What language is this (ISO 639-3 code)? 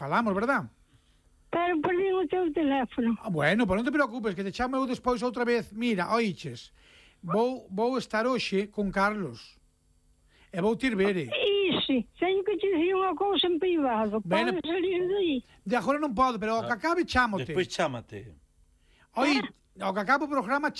glg